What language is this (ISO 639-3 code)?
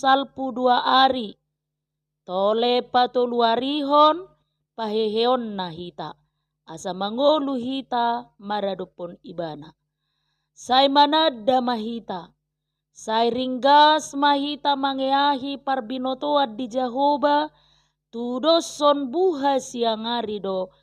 bbc